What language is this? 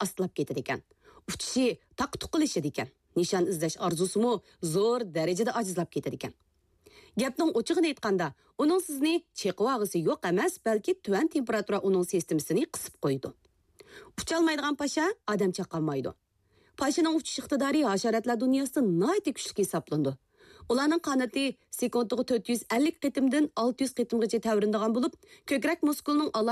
Uyghur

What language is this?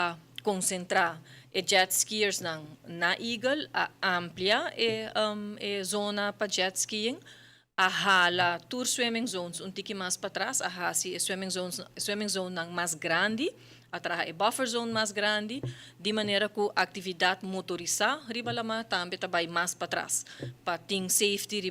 Papiamento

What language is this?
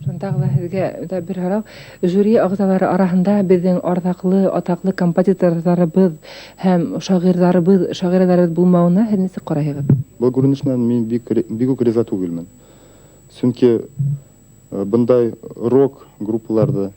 Bashkir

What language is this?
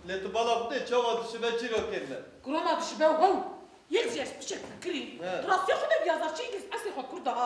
Kurdish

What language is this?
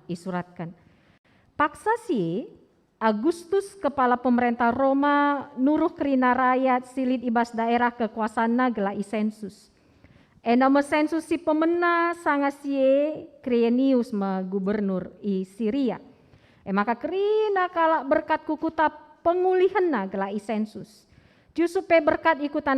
Batak Karo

